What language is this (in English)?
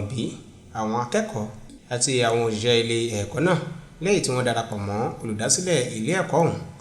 Yoruba